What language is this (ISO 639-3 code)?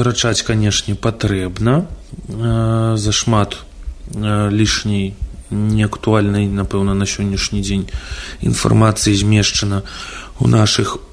bel